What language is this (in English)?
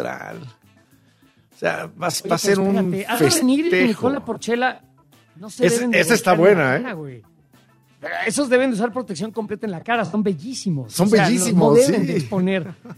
Spanish